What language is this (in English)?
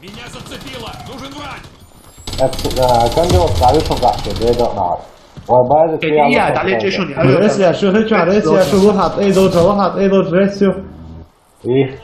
Chechen